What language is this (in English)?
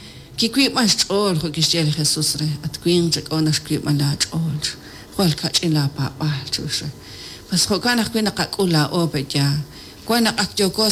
Kekchí